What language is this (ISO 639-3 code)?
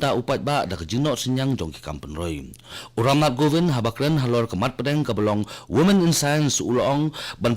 kha